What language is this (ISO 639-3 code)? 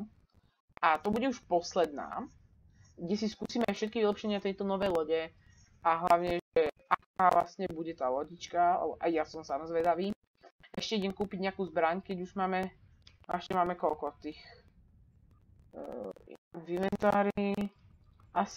slk